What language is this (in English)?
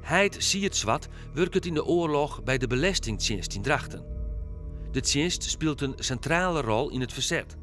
Western Frisian